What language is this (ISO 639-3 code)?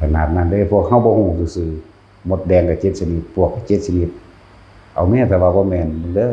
lao